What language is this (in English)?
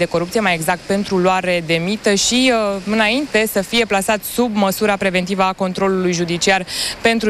Romanian